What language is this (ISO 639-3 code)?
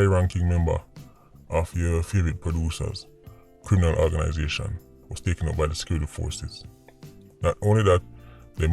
jam